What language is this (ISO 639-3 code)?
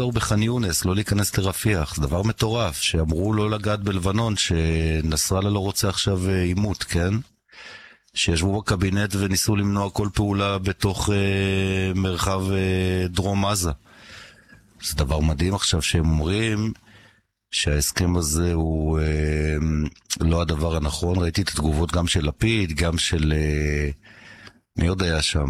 heb